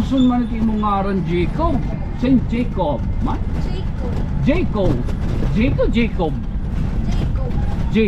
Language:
Waray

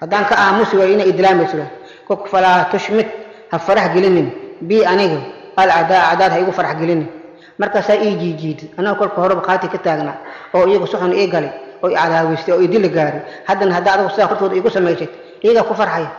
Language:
Somali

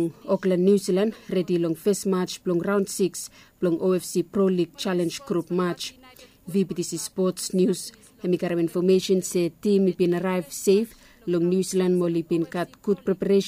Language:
Bislama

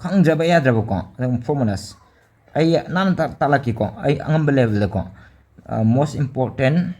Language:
Manipuri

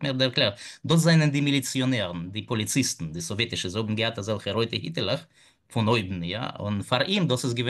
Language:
Yiddish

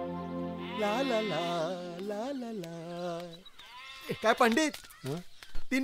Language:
Marathi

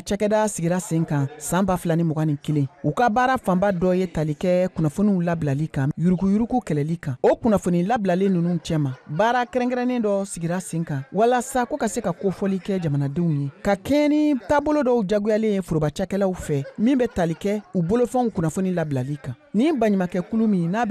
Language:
Bambara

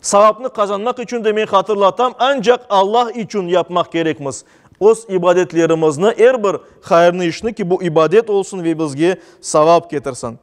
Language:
Crimean Tatar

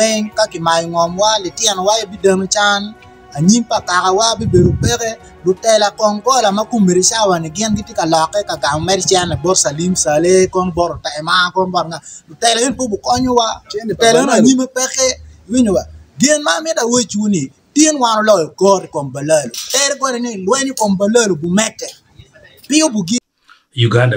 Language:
Acoli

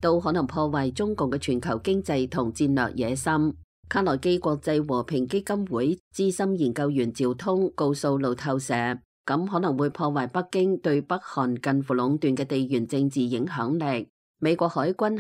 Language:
Cantonese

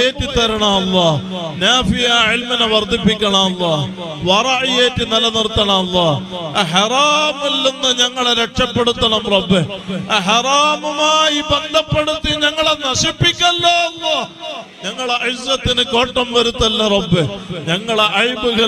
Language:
Malayalam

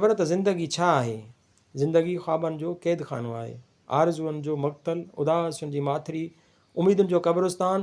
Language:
Sindhi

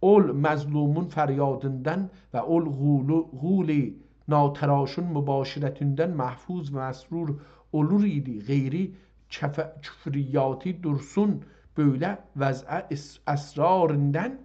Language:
South Azerbaijani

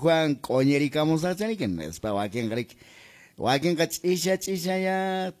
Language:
Quechua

